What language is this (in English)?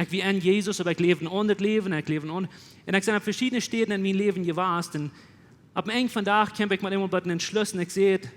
Plautdietsch